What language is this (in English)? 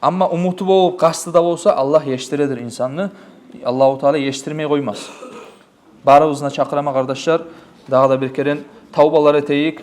Kumyk